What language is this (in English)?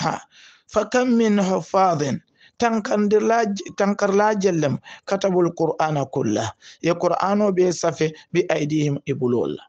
Hausa